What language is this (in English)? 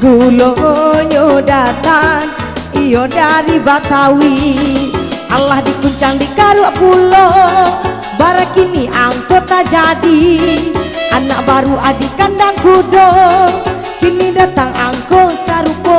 Minangkabau